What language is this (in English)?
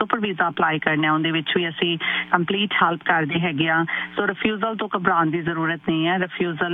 Punjabi